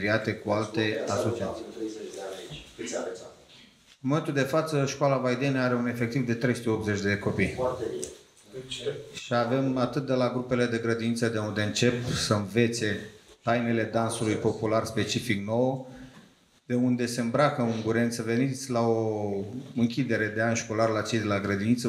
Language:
Romanian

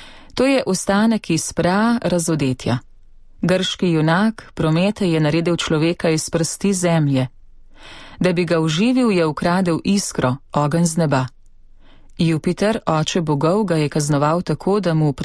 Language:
Slovenian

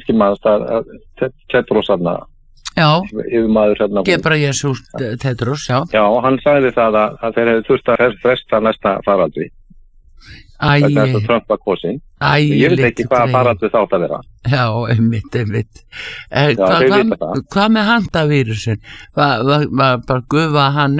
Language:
Icelandic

